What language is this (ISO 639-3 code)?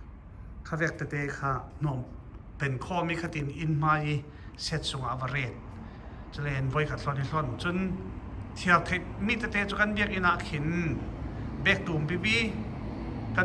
cfm